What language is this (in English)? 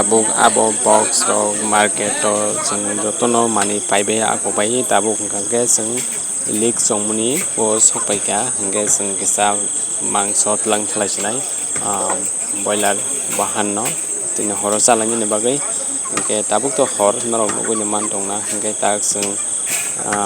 Kok Borok